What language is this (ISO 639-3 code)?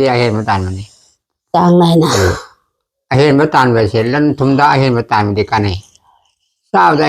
mni